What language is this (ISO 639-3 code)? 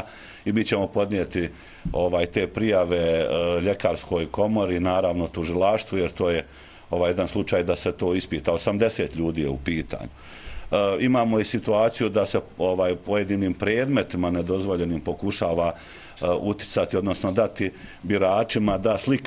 bos